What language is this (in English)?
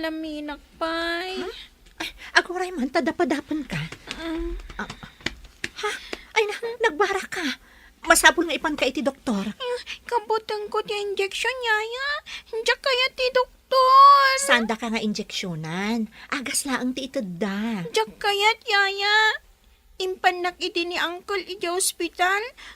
Iloko